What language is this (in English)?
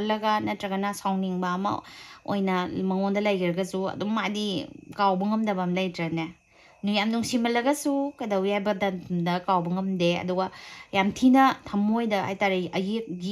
Manipuri